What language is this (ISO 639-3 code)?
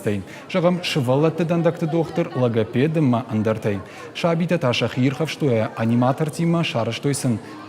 oss